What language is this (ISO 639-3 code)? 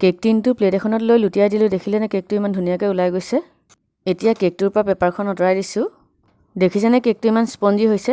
asm